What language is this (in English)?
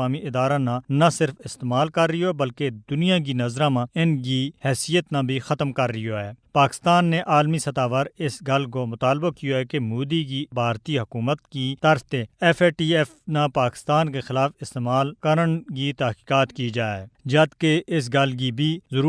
Gujari